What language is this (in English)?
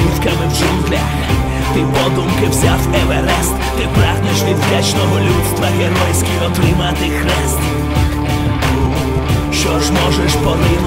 Ukrainian